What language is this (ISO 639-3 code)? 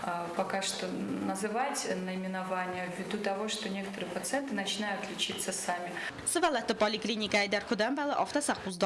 oss